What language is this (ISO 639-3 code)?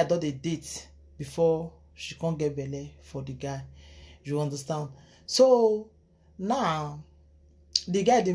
pcm